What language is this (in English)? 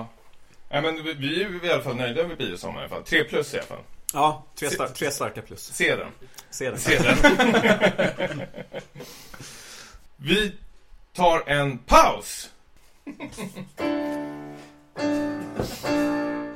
Swedish